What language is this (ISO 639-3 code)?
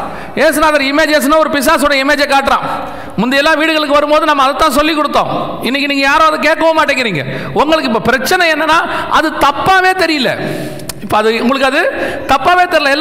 tam